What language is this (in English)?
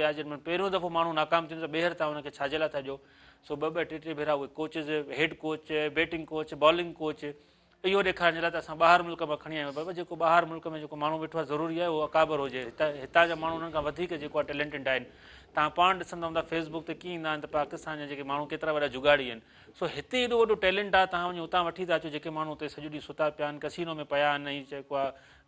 Sindhi